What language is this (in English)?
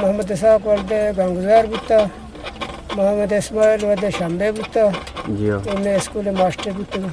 Eastern Balochi